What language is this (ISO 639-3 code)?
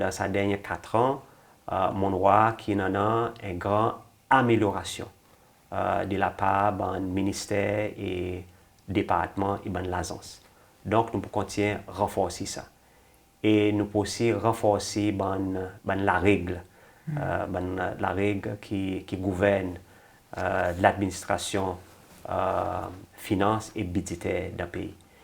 crs